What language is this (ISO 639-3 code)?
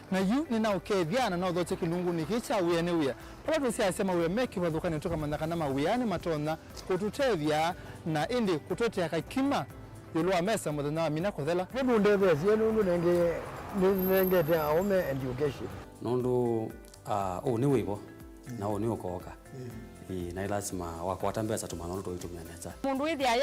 kam